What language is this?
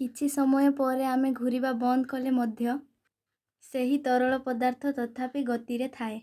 Odia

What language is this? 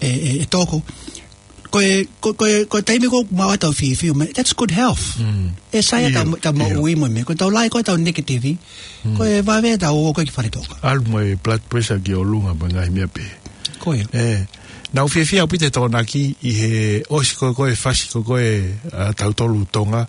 Tongan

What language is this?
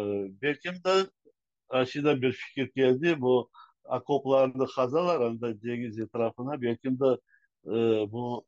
Crimean Tatar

